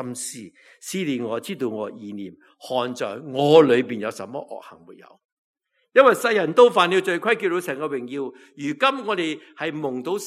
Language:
Cantonese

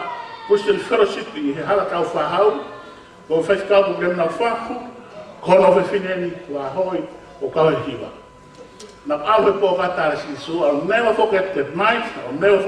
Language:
Tongan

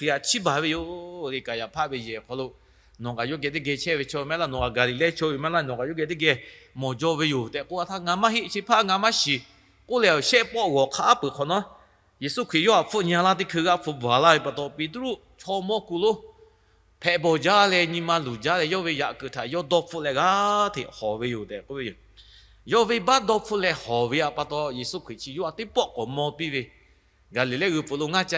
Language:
Lahu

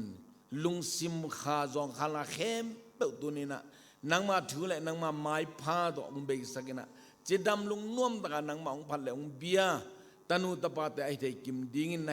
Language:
Tedim Chin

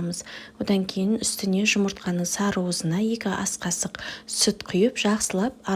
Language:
Kazakh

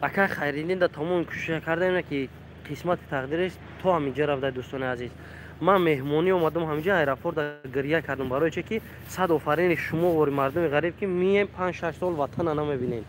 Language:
Tajik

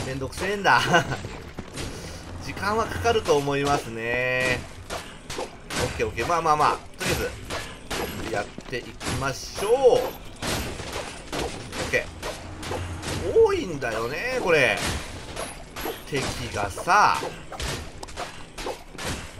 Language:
Japanese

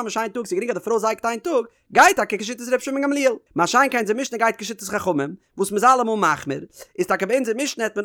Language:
Yiddish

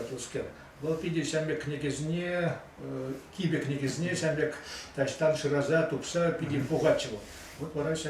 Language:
Chuvash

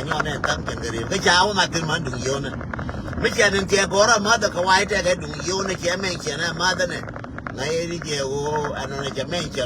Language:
Nuer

